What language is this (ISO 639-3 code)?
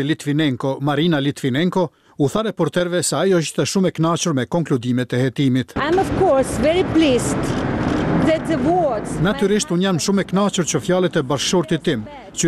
sqi